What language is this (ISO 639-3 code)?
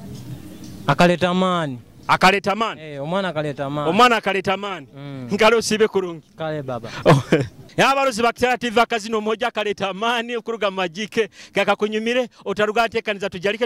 nyo